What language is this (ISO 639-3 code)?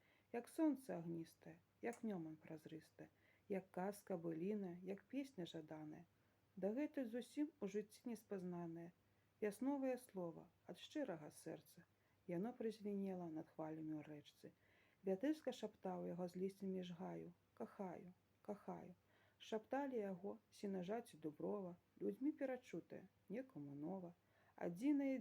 bel